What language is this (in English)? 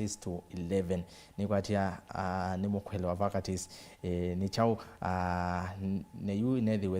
Kamba